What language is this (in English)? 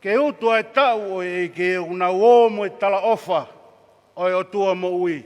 Tongan